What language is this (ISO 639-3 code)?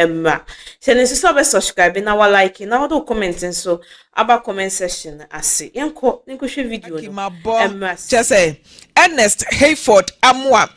aka